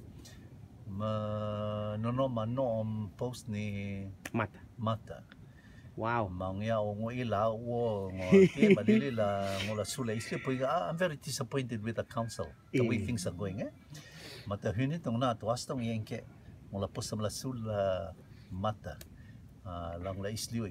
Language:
Rotuman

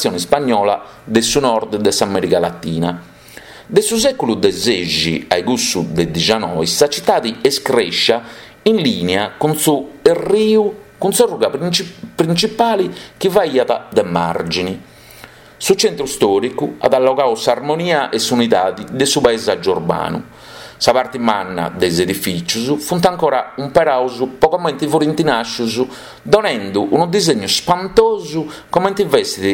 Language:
Sardinian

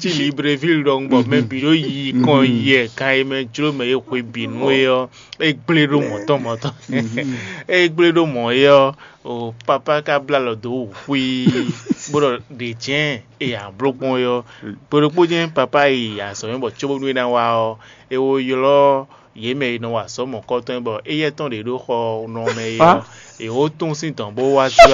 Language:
Fon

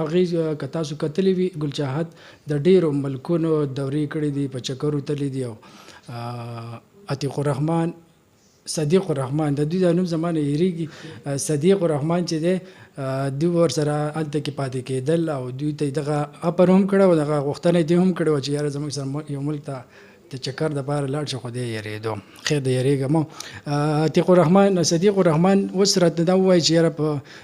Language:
Pashto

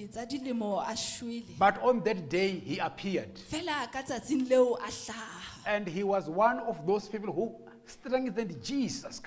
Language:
Southern Sotho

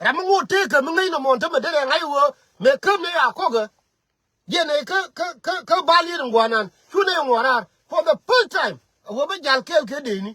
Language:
Nuer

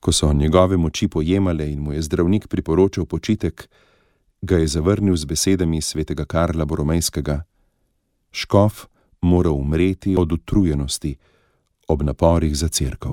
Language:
Slovenian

